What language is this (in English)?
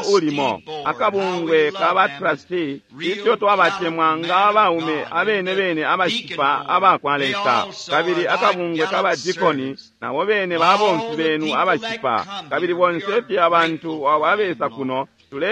Bemba